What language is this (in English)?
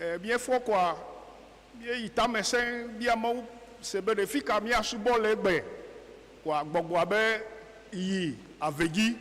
Ewe